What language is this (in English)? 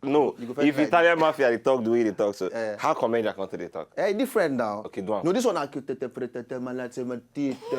Nigerian Pidgin